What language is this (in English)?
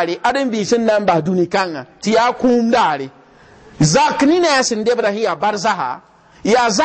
Mossi